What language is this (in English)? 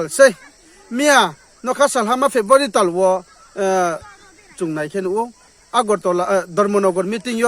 Riang (India)